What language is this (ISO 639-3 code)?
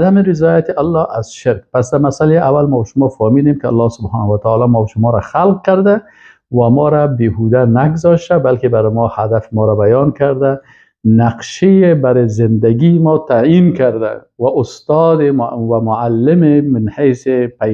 fas